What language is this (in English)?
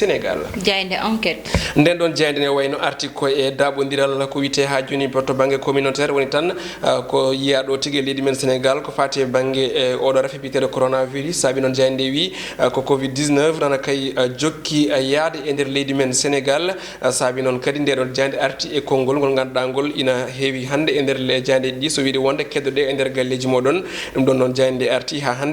Fula